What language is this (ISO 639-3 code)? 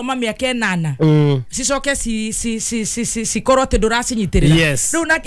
kik